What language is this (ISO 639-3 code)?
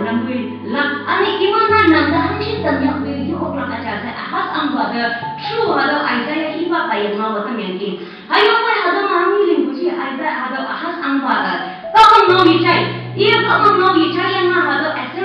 nbe